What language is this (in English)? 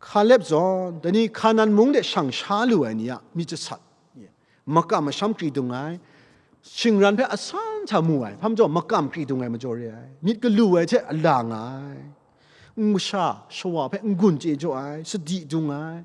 Kachin